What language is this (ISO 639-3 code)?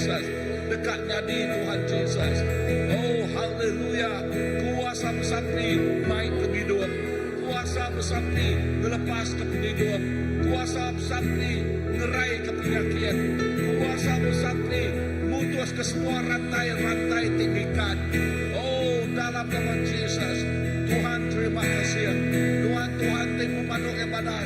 iba